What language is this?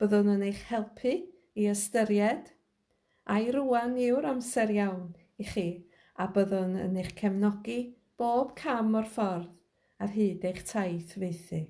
Welsh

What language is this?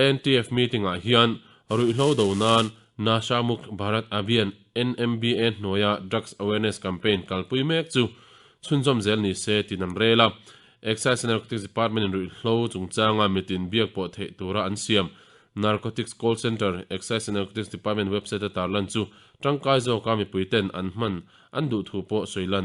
Mizo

